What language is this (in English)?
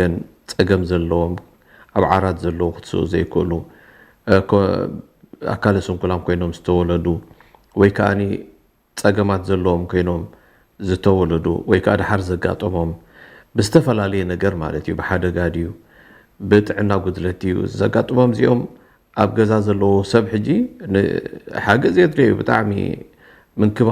Tigrinya